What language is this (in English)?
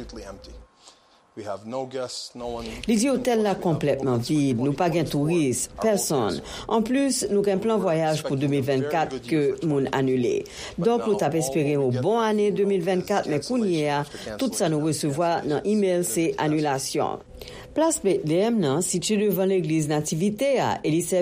Haitian Creole